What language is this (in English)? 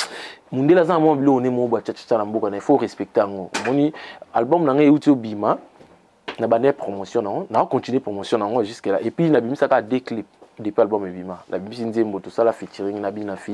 Lingala